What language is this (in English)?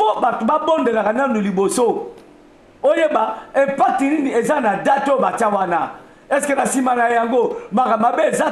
Lingala